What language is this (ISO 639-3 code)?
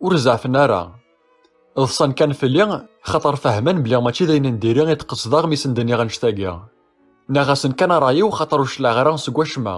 kab